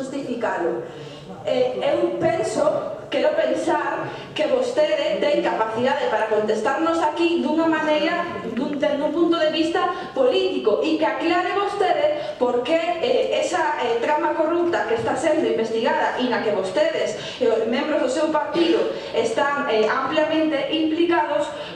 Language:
Galician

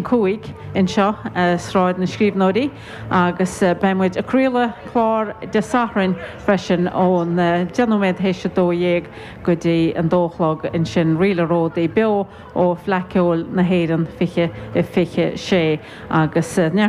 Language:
Irish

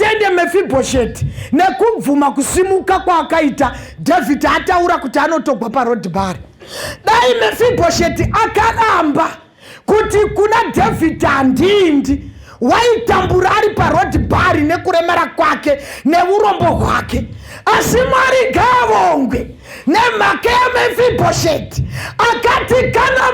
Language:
Shona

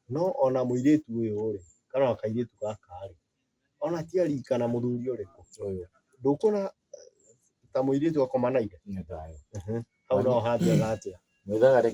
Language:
Kikuyu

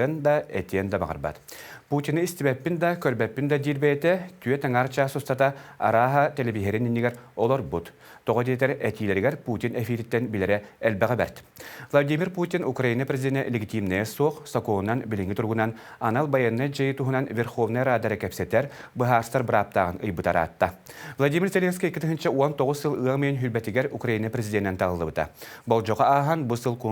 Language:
Yakut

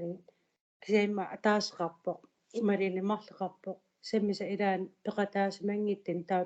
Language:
Kalaallisut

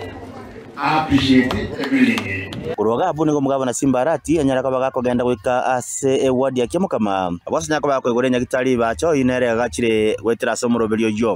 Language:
Gusii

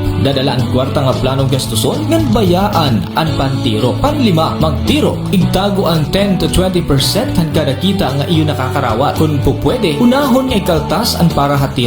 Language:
Waray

